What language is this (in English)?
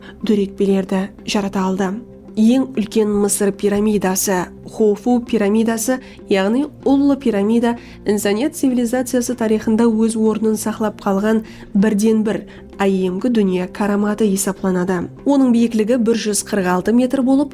Kara-Kalpak